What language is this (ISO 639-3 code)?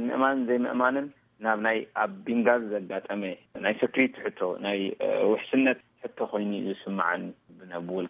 tir